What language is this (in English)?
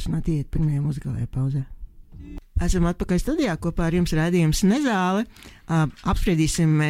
Latvian